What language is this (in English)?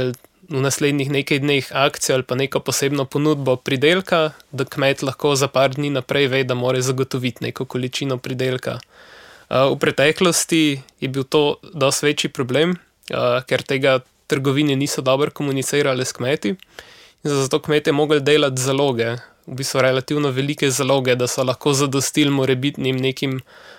Slovenian